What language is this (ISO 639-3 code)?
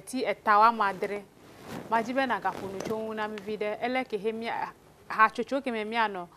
ewe